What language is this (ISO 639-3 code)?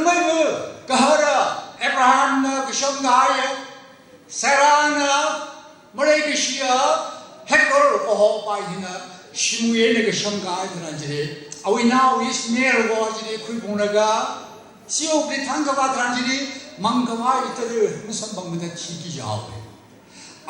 nmf